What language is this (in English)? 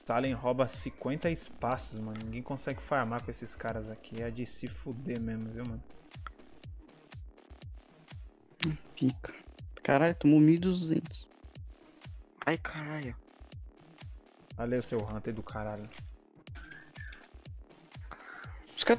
Portuguese